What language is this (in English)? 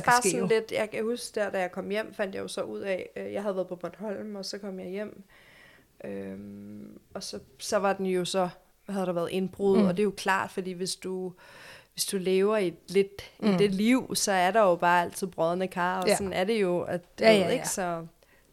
Danish